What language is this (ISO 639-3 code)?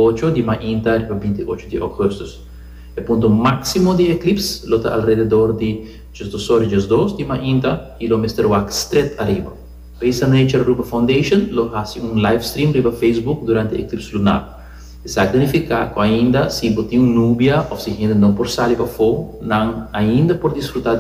pap